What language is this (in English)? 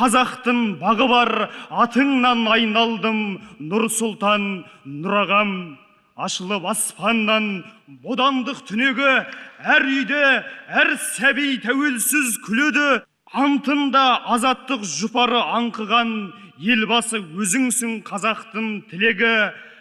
Kazakh